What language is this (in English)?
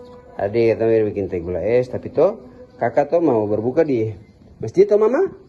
Ambonese Malay